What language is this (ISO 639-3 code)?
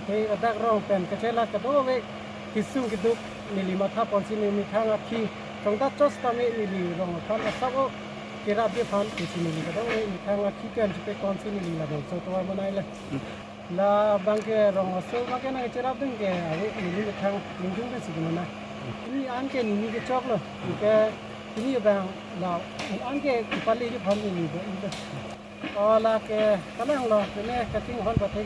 mjw